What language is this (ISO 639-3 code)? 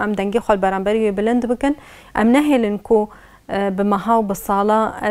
kur